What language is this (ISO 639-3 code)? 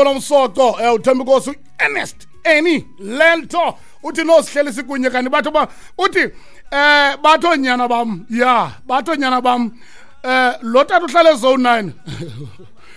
xho